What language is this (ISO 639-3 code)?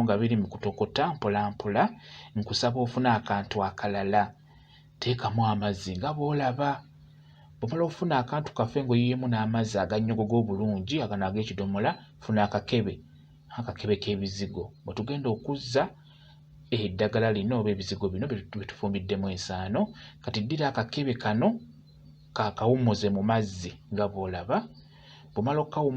lug